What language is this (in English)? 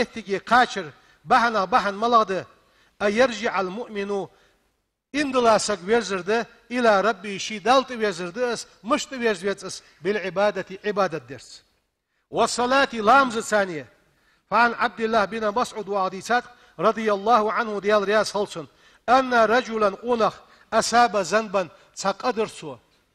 Ingush